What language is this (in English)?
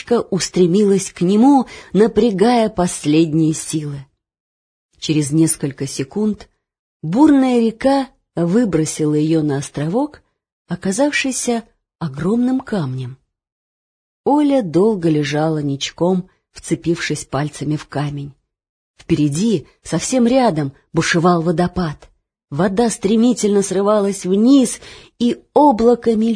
Russian